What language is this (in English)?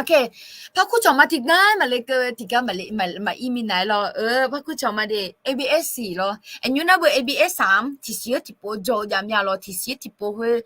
Akha